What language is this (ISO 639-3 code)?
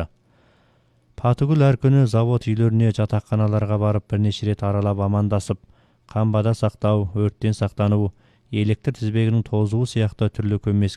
kaz